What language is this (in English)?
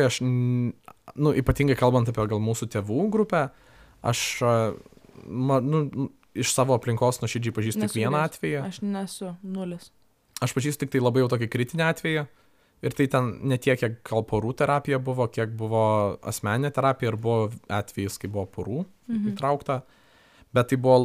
Lithuanian